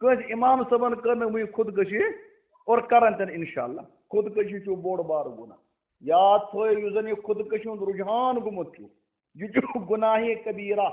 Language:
Kashmiri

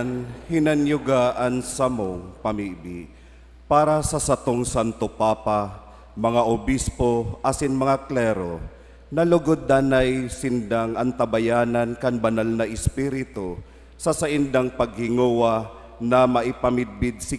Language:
Bikol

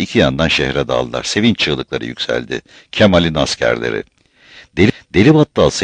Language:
Turkish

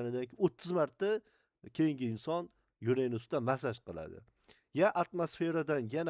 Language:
Uzbek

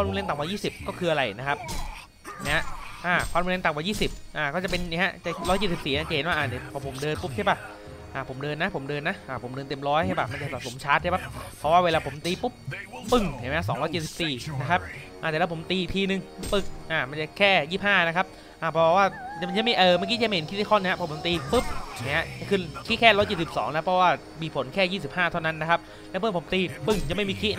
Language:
Thai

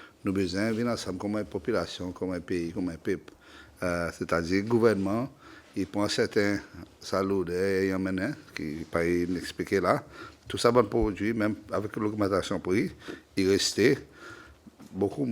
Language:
Seselwa Creole French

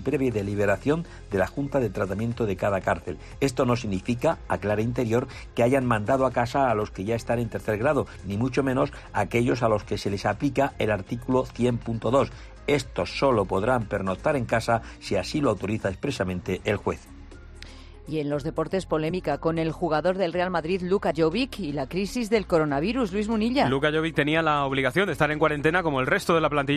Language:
Spanish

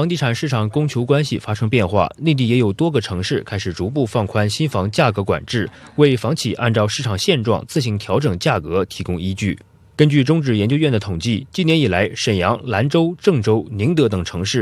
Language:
Chinese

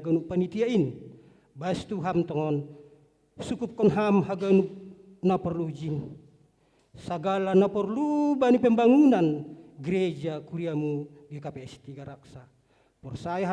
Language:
Batak Simalungun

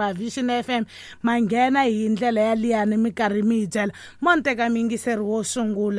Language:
Tsonga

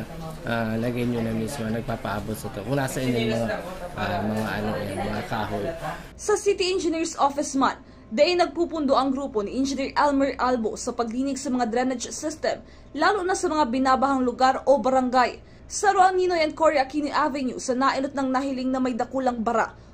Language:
Bikol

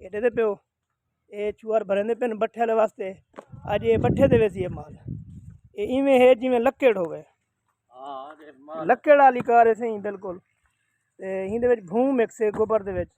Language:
Saraiki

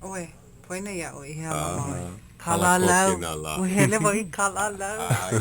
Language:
Hawaiian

